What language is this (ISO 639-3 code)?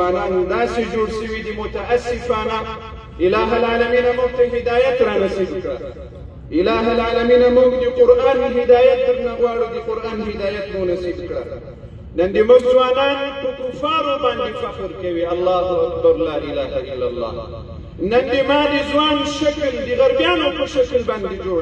pus